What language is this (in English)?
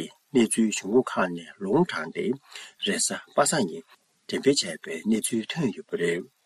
Tibetan